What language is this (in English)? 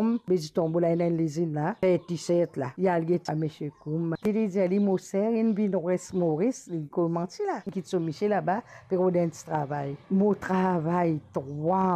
Morisyen